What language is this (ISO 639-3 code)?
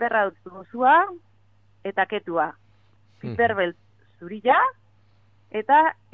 eus